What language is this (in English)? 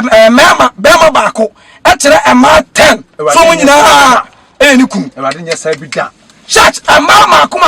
Akan